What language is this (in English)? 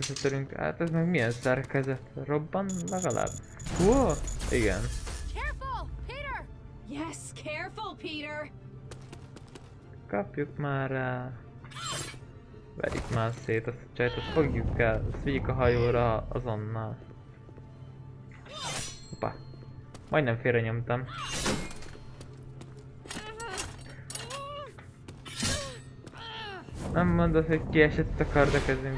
Hungarian